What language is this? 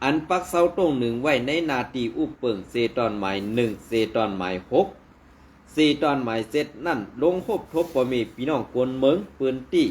Shan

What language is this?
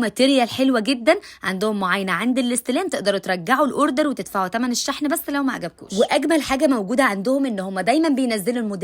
Egyptian Arabic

